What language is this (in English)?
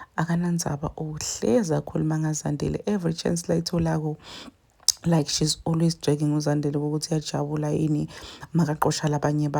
Zulu